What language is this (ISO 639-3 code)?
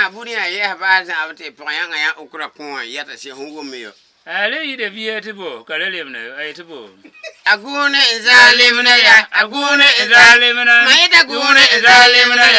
gur